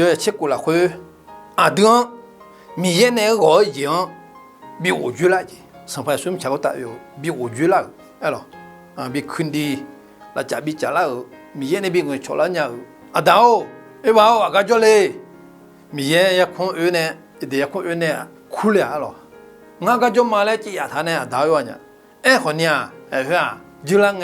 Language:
Akha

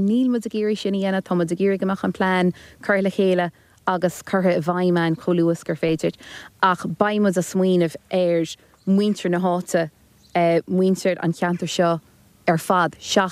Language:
Irish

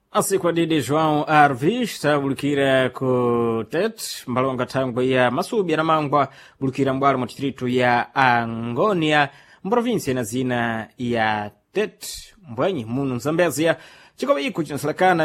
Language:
Sena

